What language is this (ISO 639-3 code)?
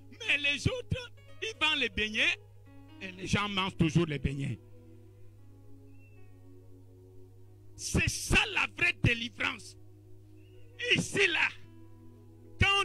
fra